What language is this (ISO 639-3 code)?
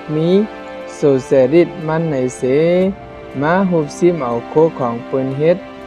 shn